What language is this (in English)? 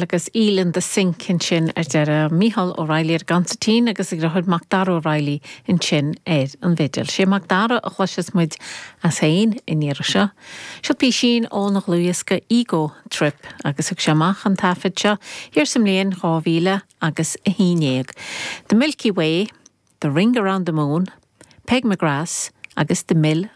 Irish